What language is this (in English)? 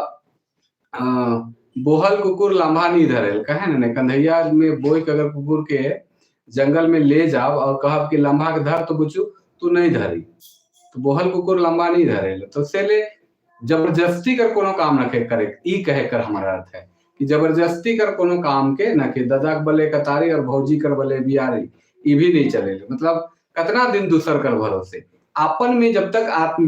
Sadri